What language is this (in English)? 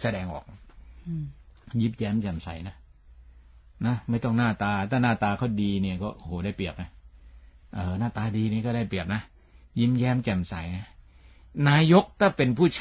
Thai